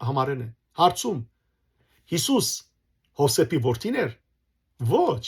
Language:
Western Armenian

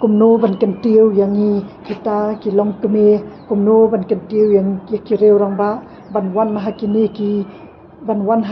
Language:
Khasi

